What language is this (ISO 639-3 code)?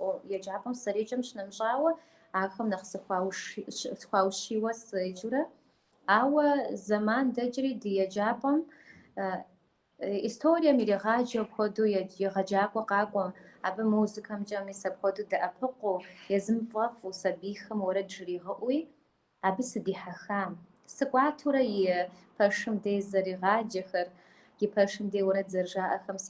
kbd